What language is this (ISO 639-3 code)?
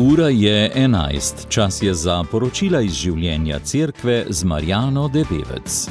slv